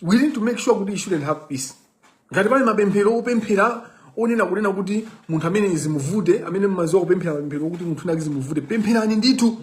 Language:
Nyanja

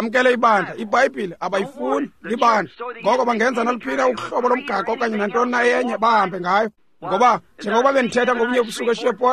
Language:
Xhosa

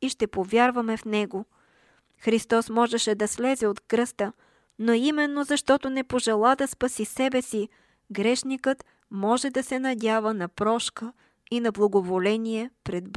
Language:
Bulgarian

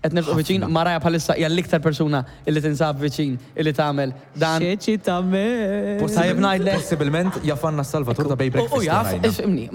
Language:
Maltese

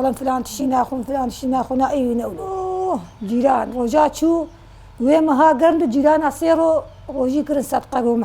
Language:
Kurdish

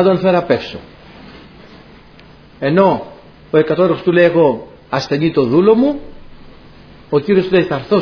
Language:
Greek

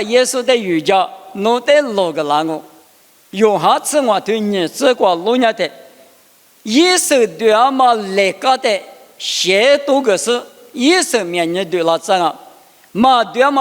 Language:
Lisu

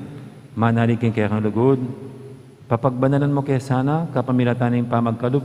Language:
Pampanga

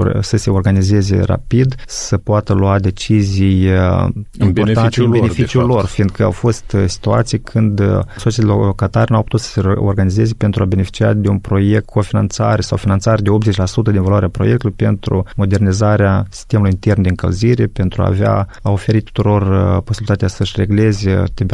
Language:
Romanian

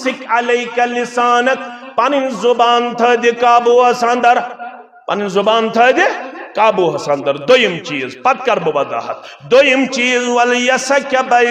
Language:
Kashmiri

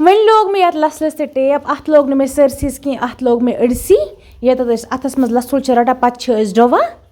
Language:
Kashmiri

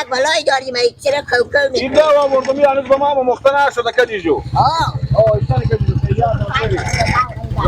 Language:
Persian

